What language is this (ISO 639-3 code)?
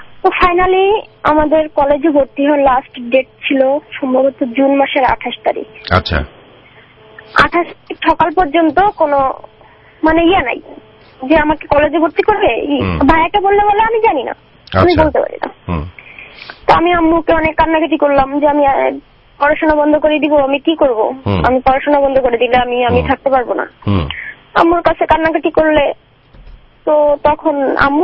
ben